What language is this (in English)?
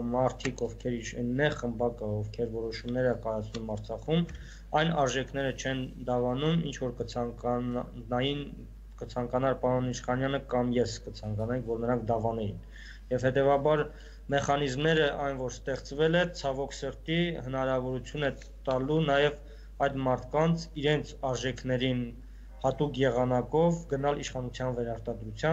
Armenian